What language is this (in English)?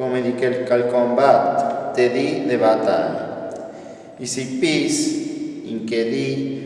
Friulian